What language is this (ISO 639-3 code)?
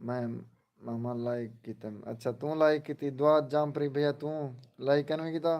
skr